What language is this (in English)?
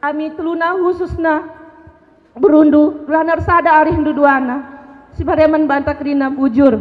Batak Karo